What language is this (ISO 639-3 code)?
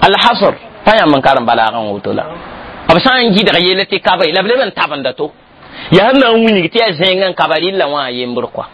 mos